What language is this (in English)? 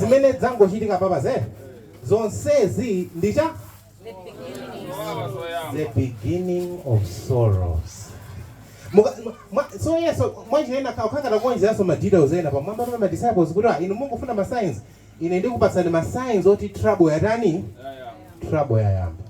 Nyanja